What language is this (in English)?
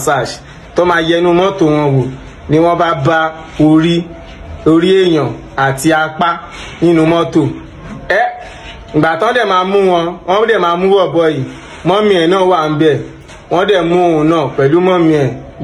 Yoruba